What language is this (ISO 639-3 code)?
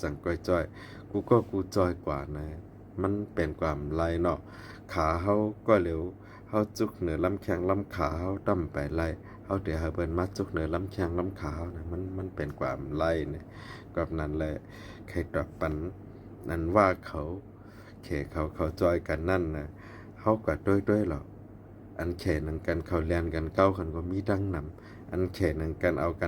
shn